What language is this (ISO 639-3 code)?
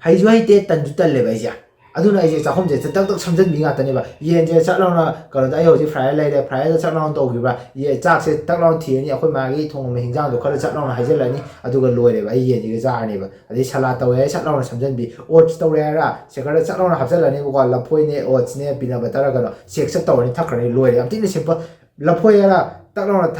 mni